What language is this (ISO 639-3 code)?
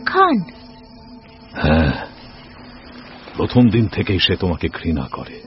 ben